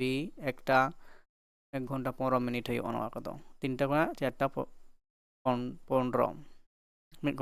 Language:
Santali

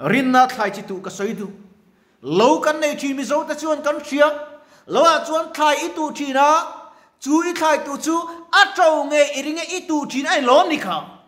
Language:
Mizo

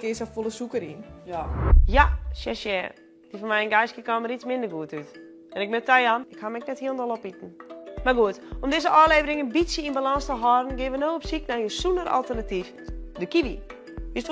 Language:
Western Frisian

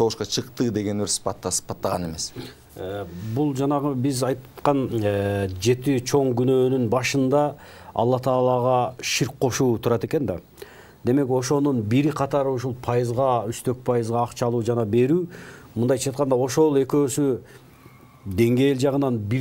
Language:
Kyrgyz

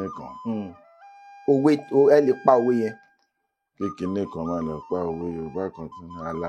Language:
Yoruba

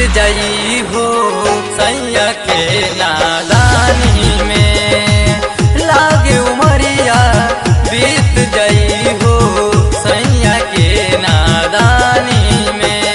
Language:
Bhojpuri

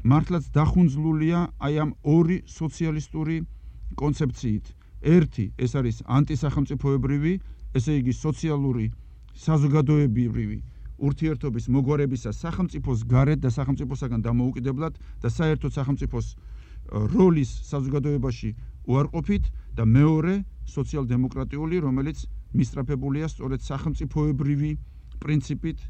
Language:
Georgian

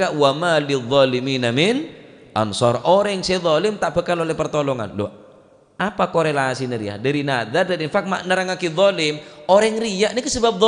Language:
Madurese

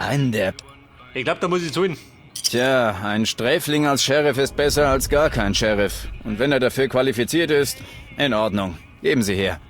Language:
Bavarian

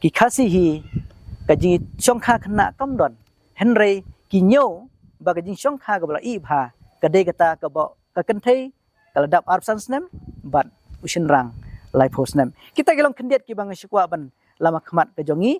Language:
Khasi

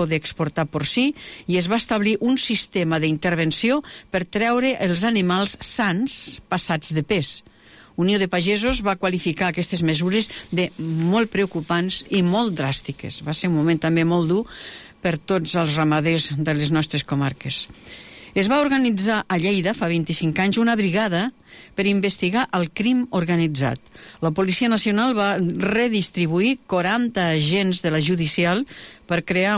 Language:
Catalan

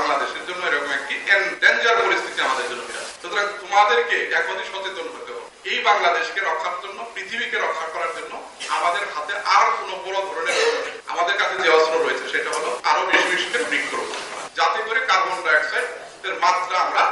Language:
Bangla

